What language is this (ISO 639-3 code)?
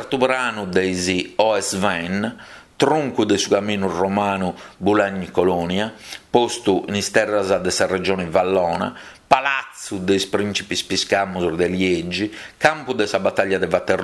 srd